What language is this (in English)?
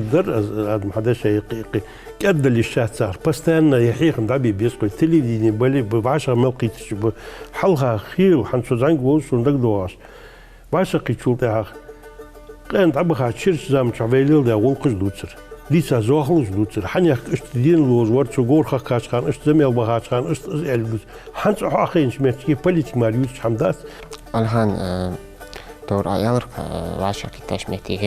Ingush